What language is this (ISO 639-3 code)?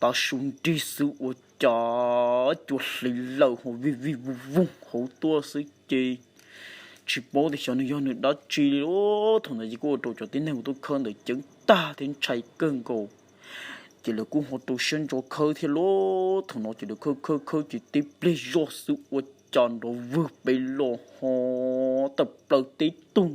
hmn